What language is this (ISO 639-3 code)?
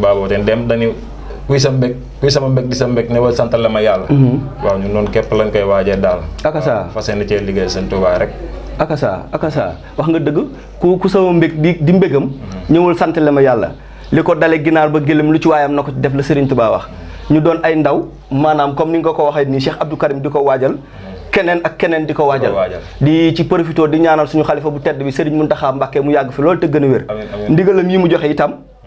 wol